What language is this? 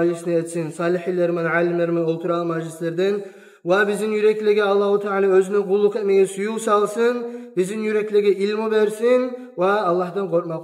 Kumyk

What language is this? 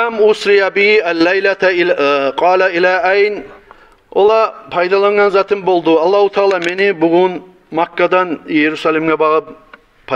Kumyk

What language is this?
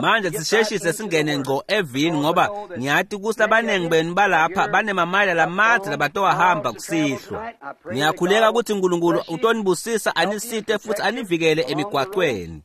Swati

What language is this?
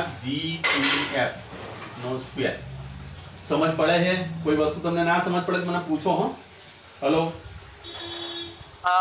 Gujarati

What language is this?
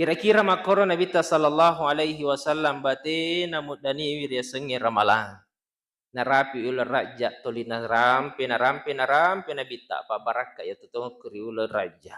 Buginese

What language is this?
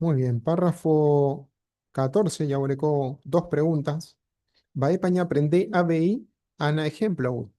Guarani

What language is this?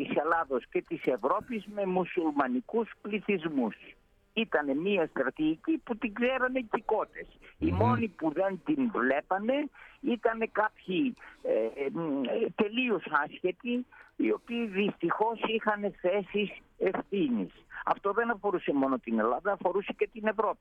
Greek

